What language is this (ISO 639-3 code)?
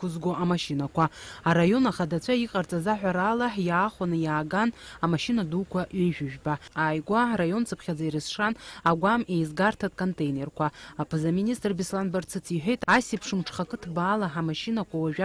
abk